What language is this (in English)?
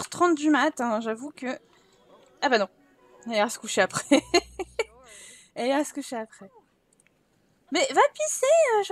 French